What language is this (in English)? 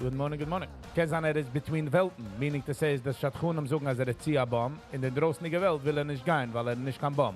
Yiddish